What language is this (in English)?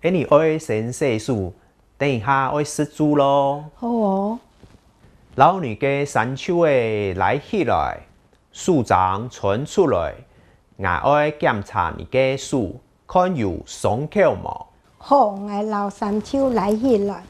Hakka Chinese